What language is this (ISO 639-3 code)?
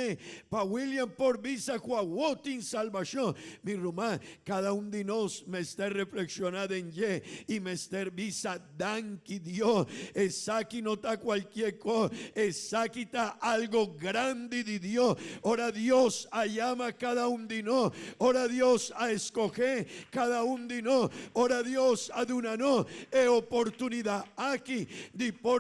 pap